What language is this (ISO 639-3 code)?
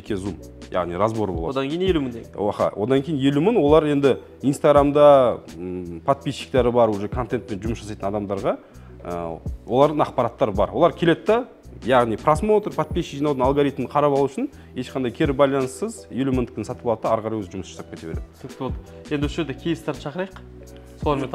kaz